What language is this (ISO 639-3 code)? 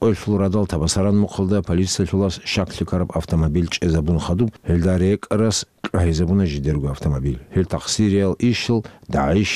ava